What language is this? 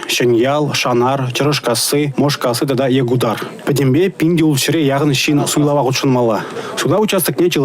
Chuvash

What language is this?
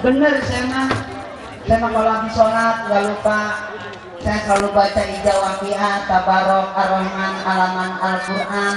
Betawi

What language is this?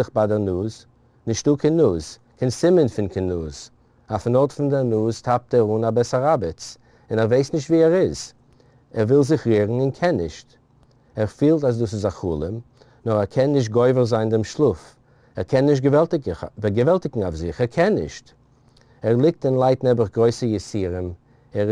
Yiddish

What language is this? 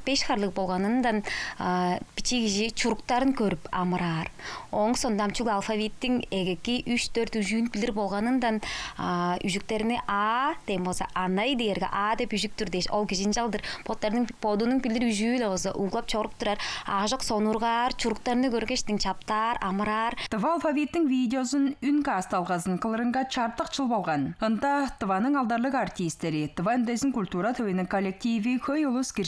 Tuvinian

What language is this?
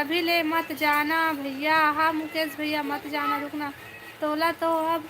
Chhattisgarhi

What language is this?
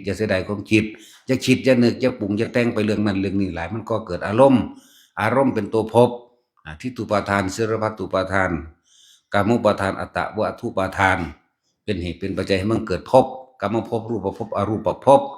Northeastern Thai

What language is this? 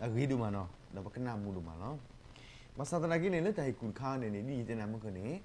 S'gaw Karen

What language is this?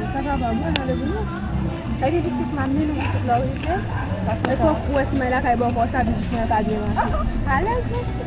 Haitian Creole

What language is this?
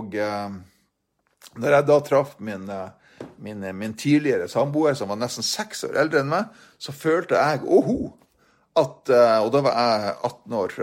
Norwegian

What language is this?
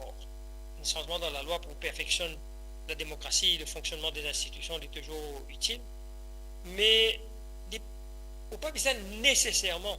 Morisyen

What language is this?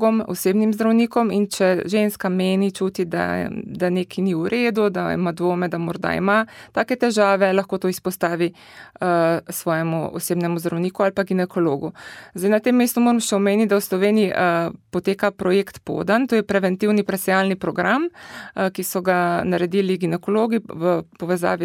Slovenian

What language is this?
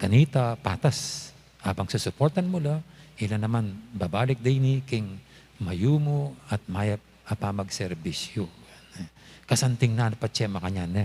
Pampanga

